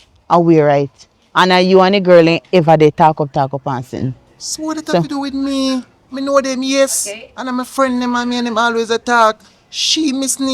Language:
Jamaican Creole English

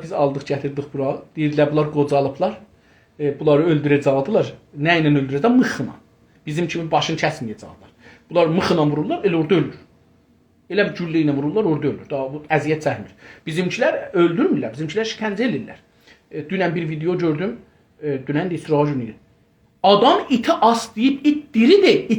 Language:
South Azerbaijani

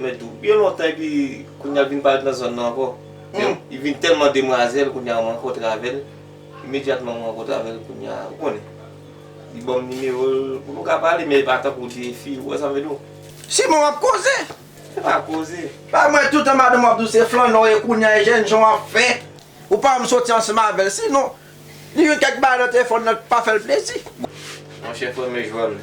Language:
Haitian Creole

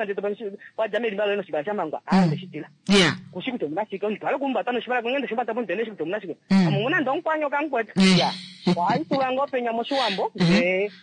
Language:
Kuanyama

